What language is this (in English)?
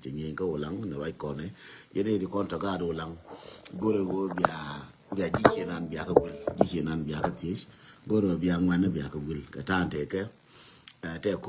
Nuer